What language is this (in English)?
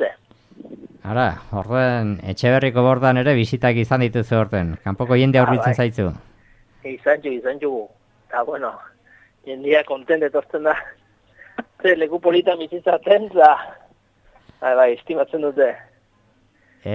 Basque